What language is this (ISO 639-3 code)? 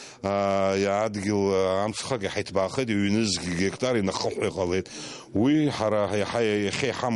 abk